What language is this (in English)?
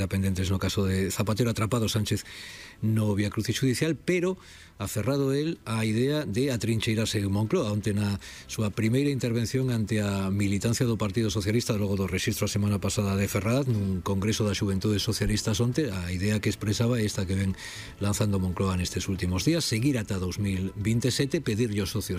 Galician